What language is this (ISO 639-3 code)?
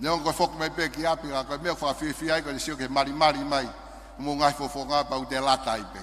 ton